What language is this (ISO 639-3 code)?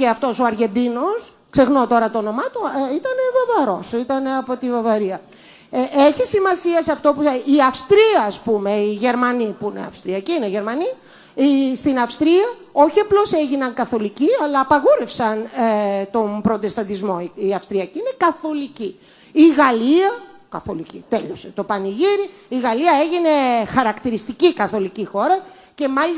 ell